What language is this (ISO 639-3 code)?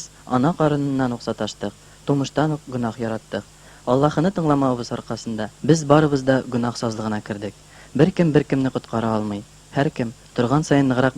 tat